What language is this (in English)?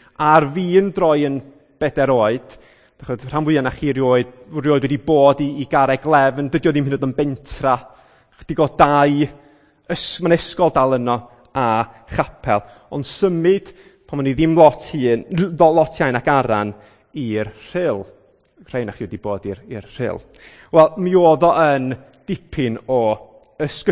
Welsh